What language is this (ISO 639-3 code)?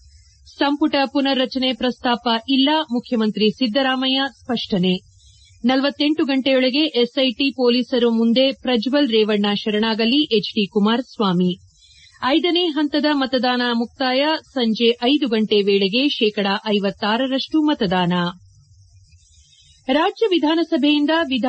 kan